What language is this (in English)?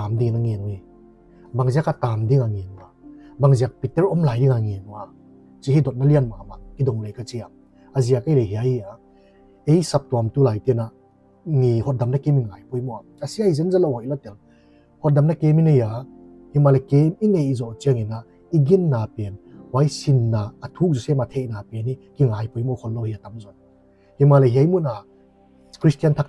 Paite Chin